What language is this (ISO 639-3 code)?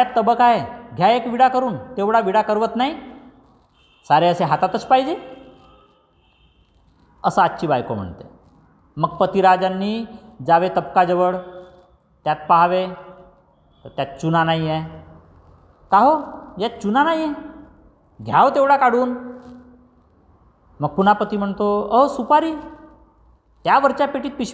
mar